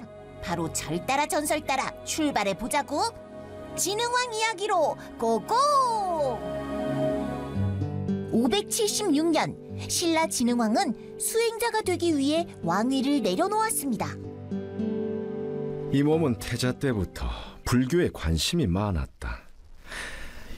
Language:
Korean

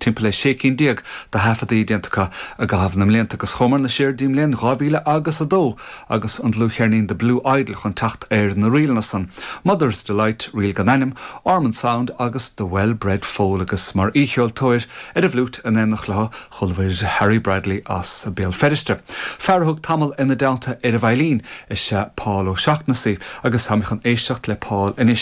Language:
Irish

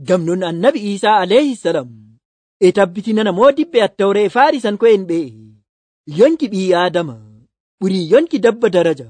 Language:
Nigerian Fulfulde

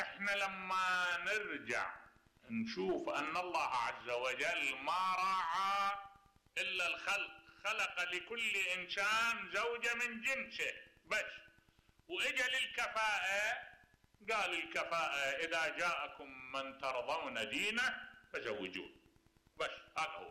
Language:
Mesopotamian Arabic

